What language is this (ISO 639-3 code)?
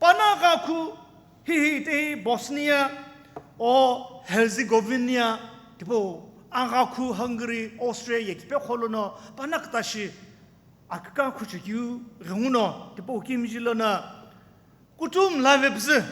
nsm